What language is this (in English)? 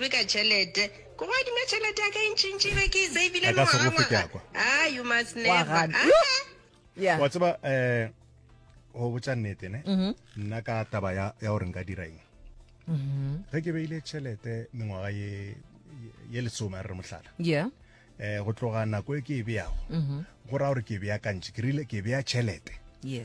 Northern Sotho